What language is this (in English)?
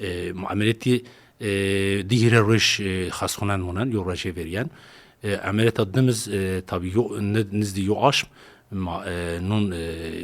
Zaza